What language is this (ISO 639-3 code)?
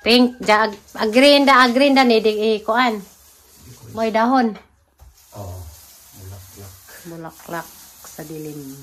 ceb